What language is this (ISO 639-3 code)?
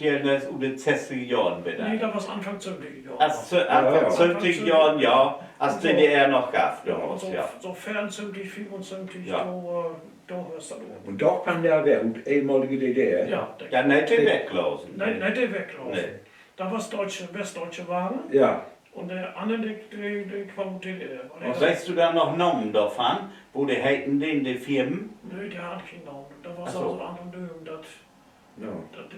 nds